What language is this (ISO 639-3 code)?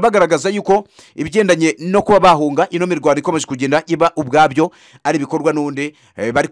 kin